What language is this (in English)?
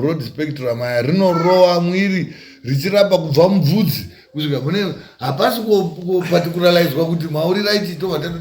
Shona